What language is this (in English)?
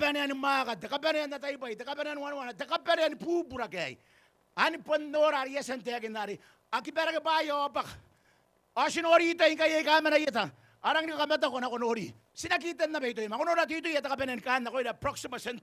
Gilbertese